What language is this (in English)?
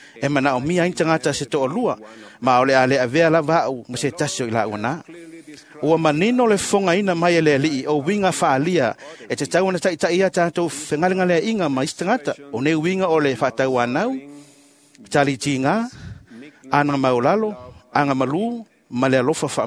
Samoan